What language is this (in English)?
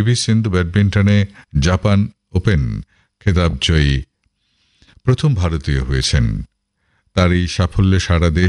Bangla